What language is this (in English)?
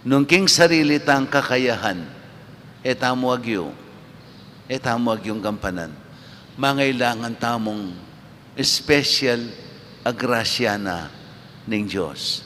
Pampanga